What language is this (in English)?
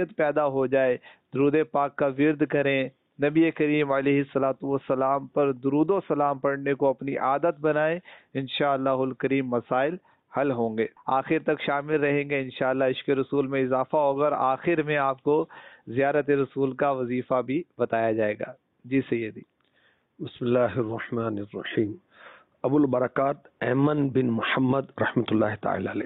Urdu